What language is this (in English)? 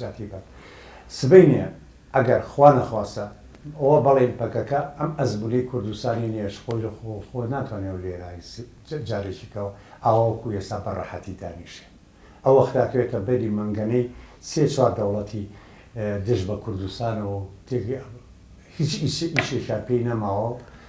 Central Kurdish